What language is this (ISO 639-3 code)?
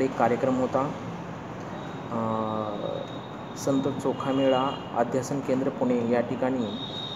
mar